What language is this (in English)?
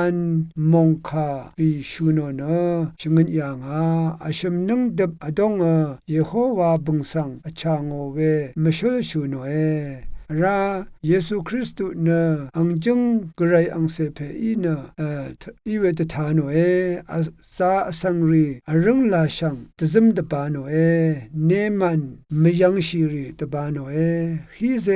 Rawang